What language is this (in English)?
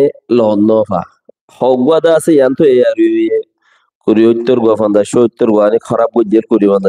Rohingya